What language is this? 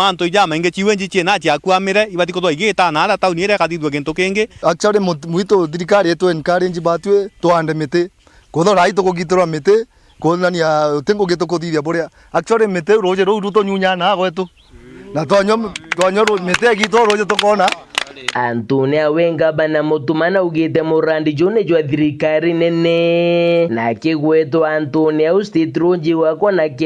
Meru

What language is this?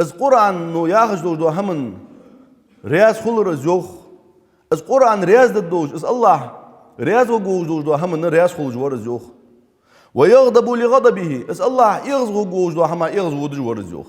Ingush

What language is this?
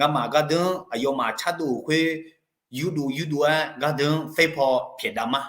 Akha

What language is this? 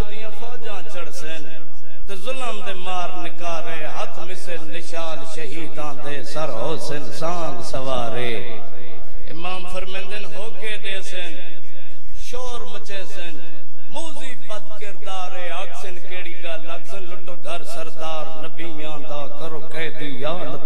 Saraiki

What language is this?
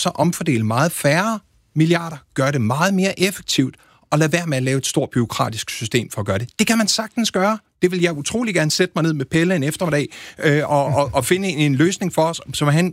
Danish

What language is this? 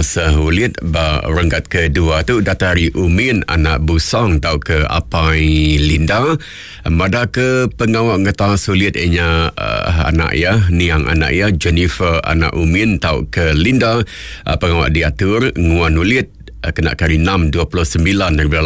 Iban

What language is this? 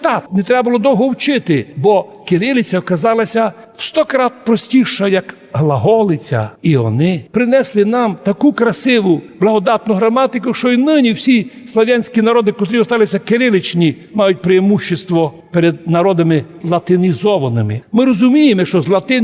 Rusyn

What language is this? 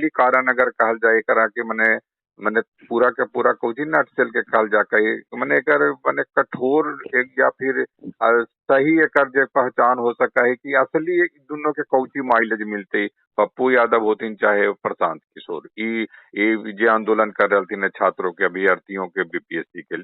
Magahi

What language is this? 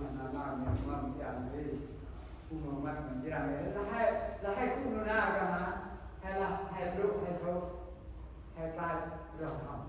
Central Mnong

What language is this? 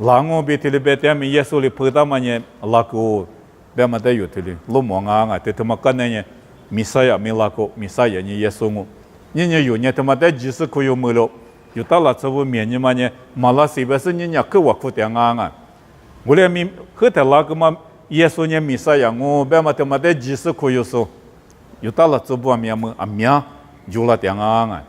Lisu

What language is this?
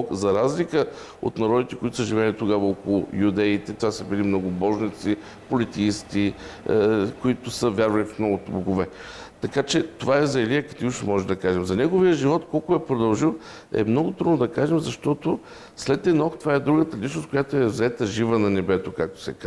Bulgarian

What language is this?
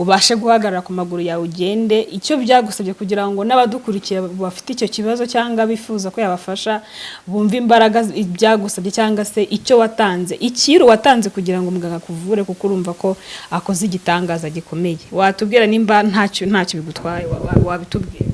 Kinyarwanda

